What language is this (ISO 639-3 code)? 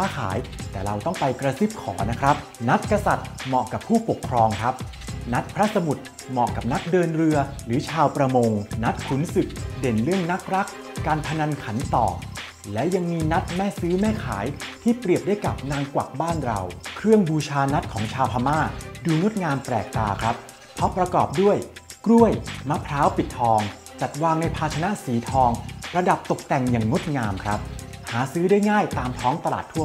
tha